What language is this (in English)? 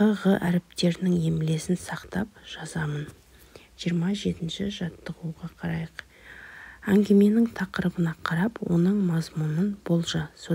Kazakh